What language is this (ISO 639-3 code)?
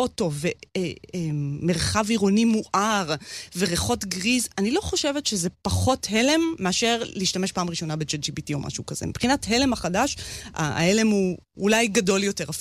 heb